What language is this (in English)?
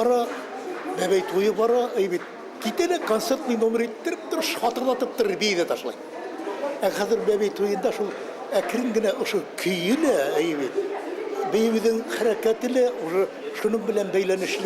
Bashkir